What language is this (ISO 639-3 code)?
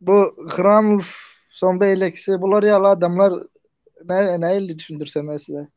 tuk